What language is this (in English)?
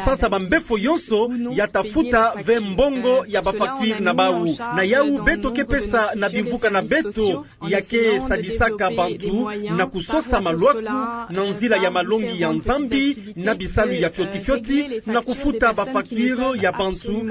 Kituba (Democratic Republic of Congo)